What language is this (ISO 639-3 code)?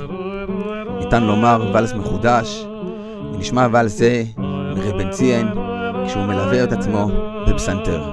heb